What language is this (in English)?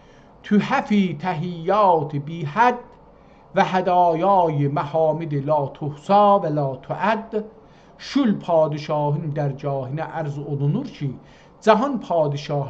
South Azerbaijani